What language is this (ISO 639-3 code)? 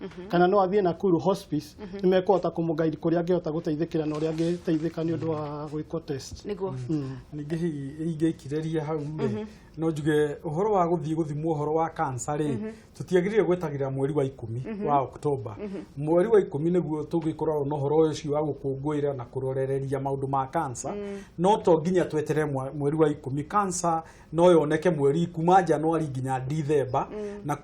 kik